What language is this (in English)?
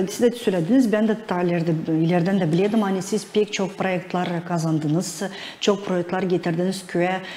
Gagauz